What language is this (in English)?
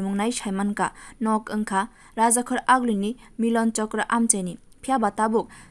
Kok Borok